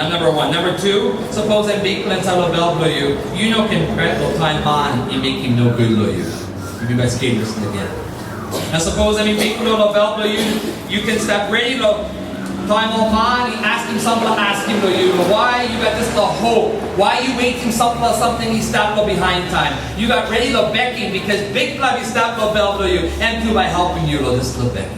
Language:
Tok Pisin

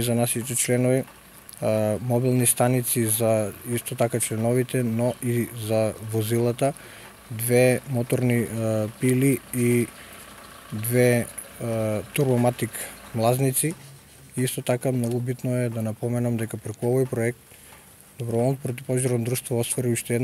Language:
Macedonian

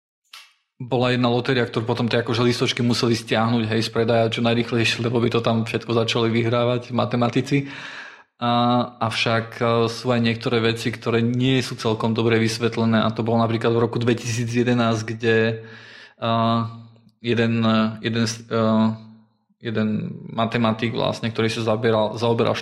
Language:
Slovak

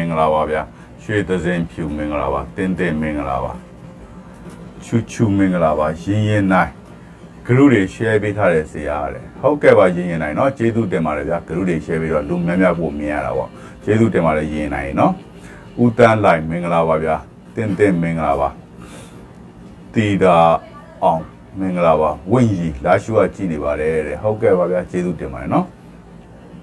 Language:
Burmese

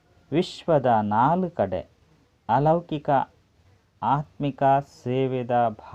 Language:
Tulu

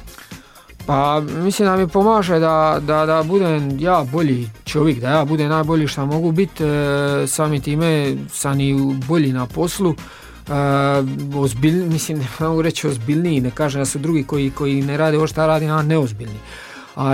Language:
Croatian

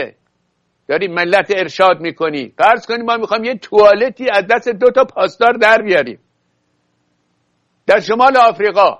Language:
Persian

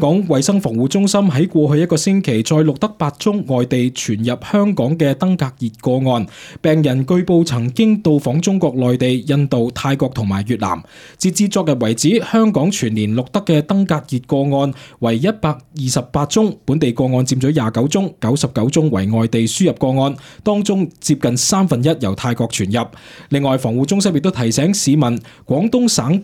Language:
Cantonese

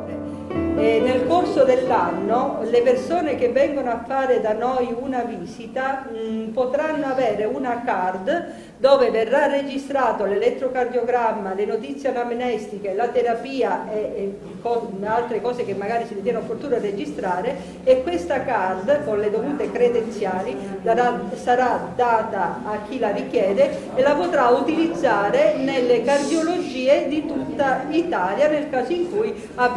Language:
Italian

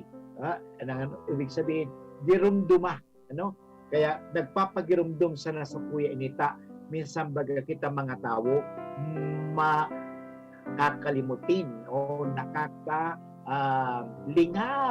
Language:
Bikol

